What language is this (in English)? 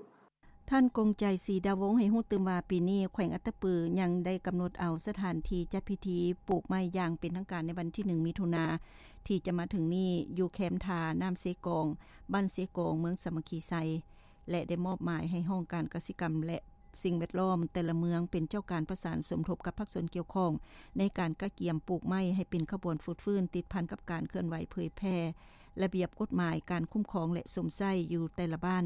Lao